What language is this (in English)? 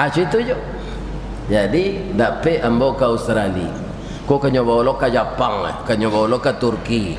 Minangkabau